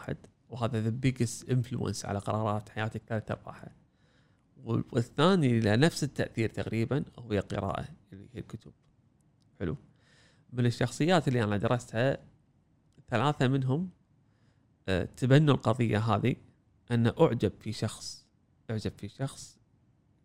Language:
Gulf Arabic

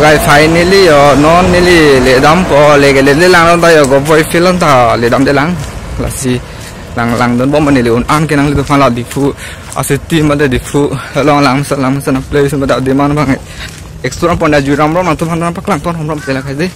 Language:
Karbi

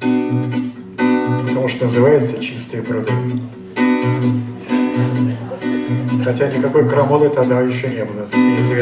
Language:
Russian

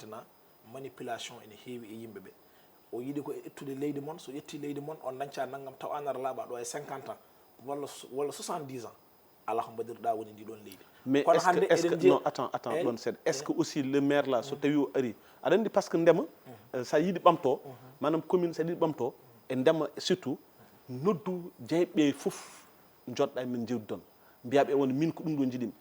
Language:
Fula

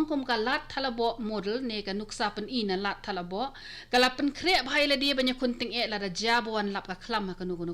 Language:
Khasi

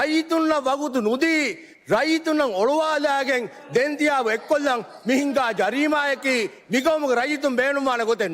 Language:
Divehi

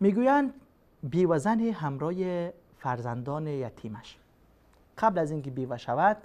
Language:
Persian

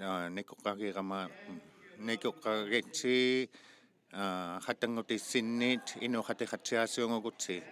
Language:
Inuktitut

